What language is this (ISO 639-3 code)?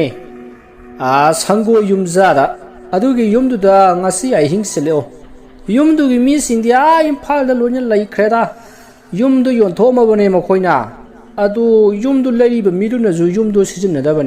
mni